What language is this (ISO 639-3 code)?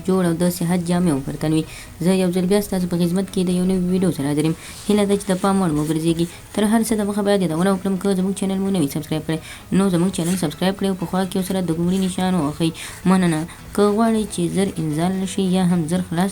pus